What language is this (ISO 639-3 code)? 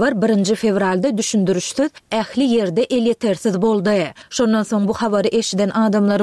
tuk